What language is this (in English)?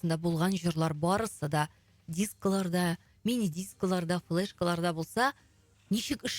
Tatar